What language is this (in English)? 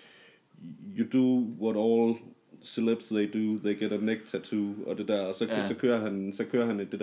Danish